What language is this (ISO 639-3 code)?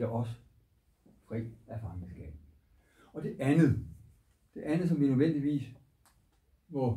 dan